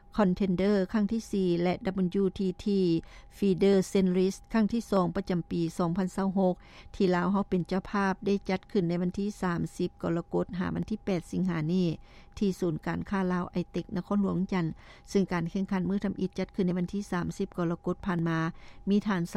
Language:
Lao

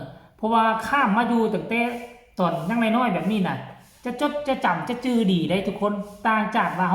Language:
Northeastern Thai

